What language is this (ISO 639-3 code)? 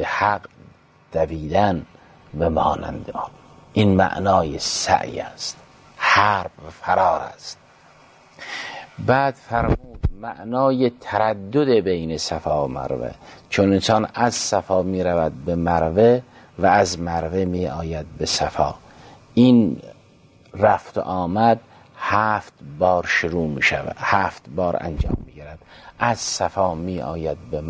fas